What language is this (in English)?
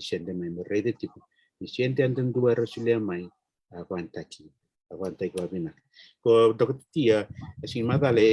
Fijian